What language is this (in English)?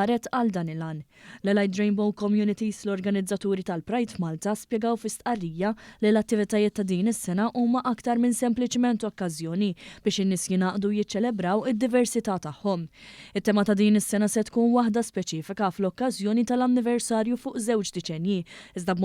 Maltese